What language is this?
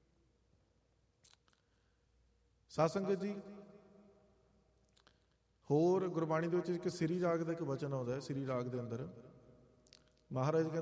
Punjabi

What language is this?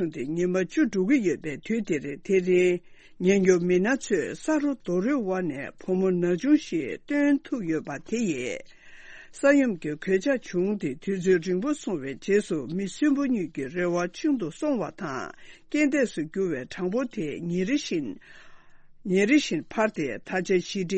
Tibetan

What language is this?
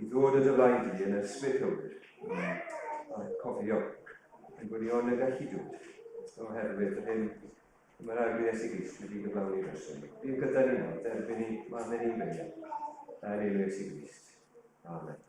Welsh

